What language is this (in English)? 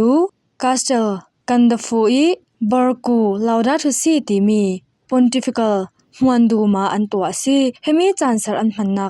Falam Chin